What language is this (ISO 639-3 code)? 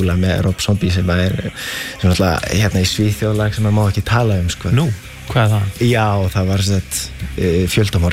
isl